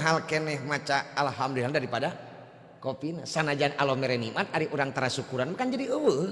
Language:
Sundanese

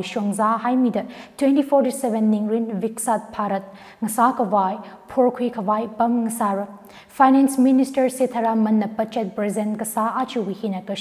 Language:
Tangkhul Naga (India)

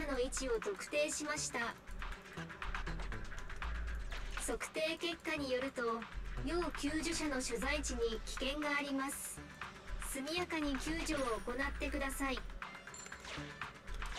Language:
Japanese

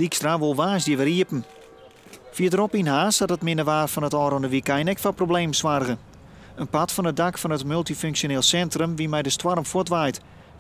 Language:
Western Frisian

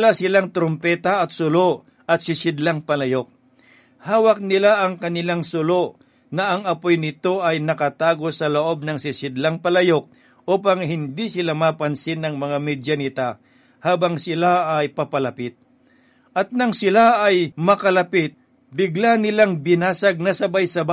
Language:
Filipino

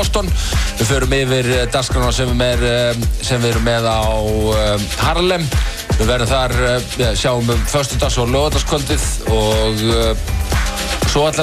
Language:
Icelandic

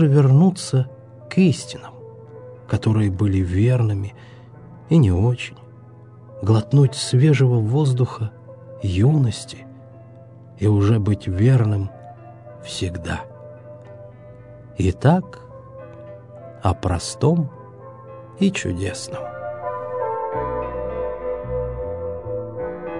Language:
Russian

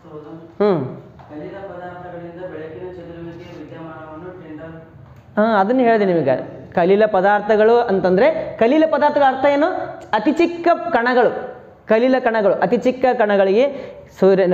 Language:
Kannada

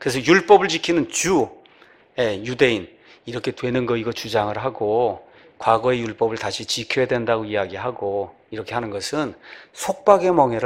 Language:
Korean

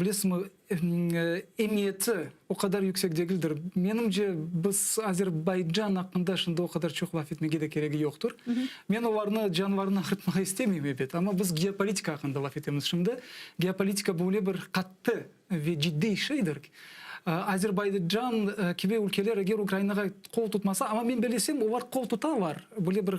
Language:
Crimean Tatar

